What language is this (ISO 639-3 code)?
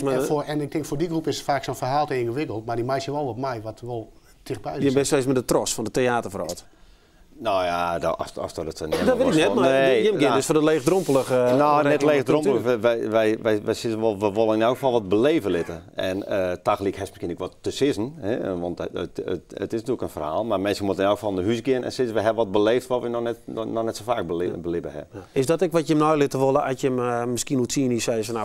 fry